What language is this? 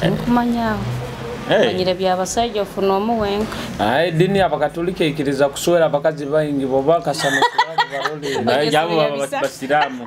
Nyoro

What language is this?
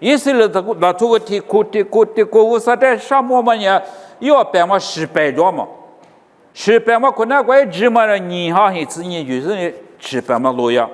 Lisu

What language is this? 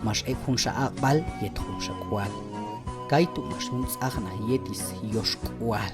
Q'anjob'al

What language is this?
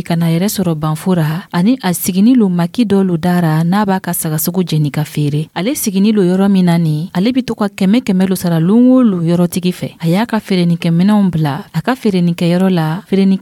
Dyula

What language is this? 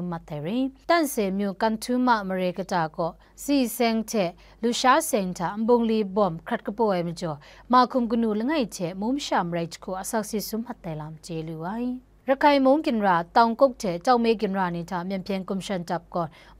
Kachin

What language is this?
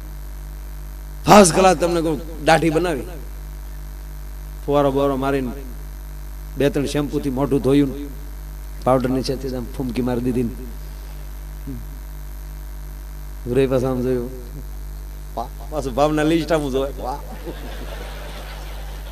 Gujarati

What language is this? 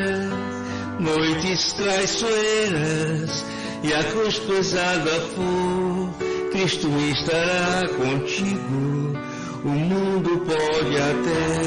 Portuguese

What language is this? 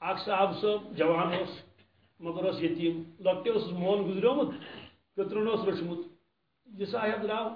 Kashmiri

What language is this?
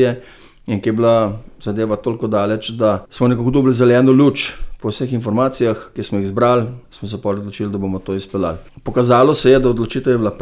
Slovenian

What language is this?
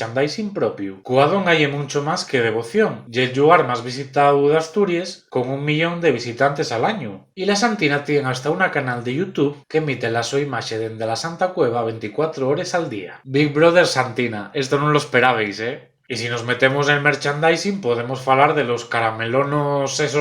Asturian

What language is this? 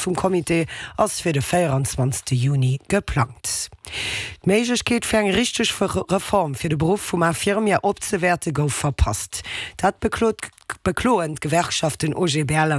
Luxembourgish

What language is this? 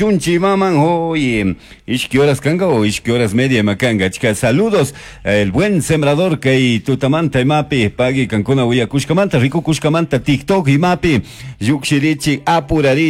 Chimborazo Highland Quichua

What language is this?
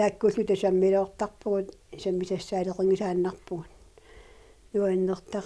Kalaallisut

